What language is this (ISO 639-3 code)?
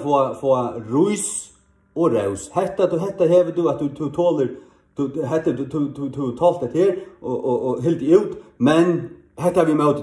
fao